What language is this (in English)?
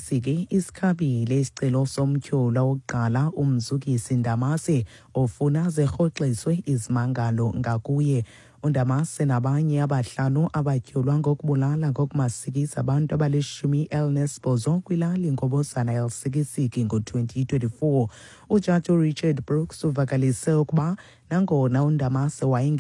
Xhosa